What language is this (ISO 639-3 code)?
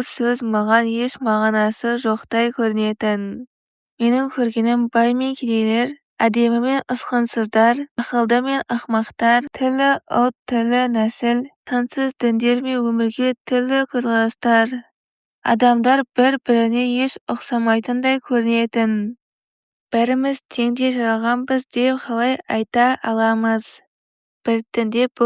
kaz